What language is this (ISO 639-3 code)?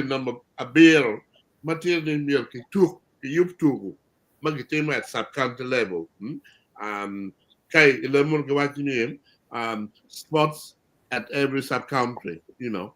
ach